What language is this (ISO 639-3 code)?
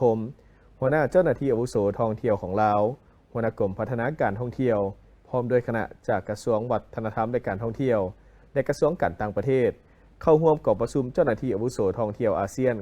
lao